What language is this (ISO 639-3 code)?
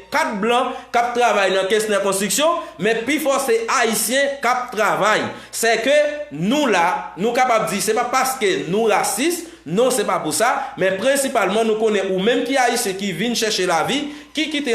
hat